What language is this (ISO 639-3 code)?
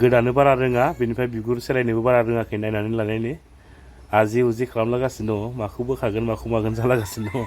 brx